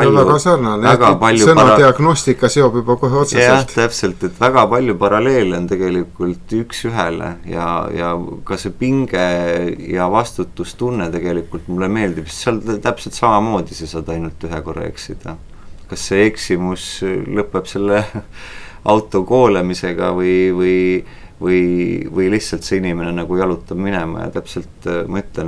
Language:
Estonian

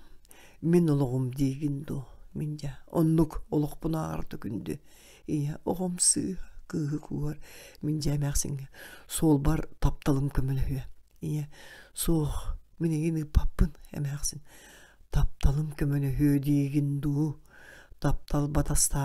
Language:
Yakut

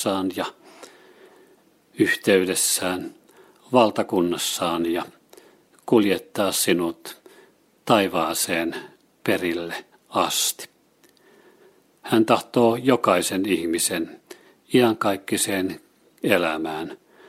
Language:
Finnish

